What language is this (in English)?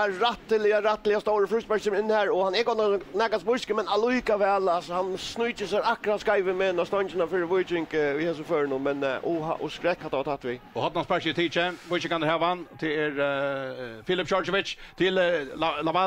Faroese